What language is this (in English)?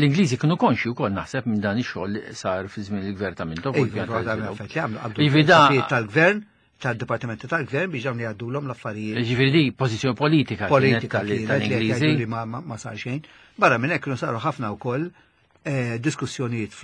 Maltese